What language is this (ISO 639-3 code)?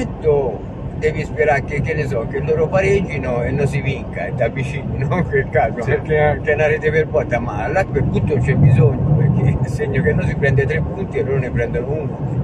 ita